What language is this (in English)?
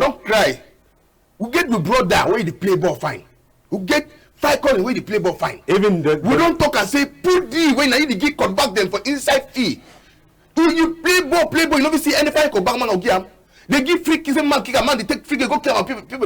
Cameroon Pidgin